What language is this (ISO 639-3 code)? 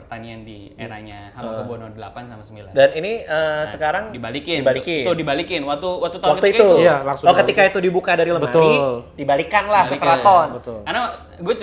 ind